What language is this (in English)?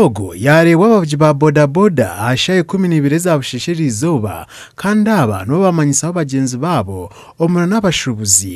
Nyankole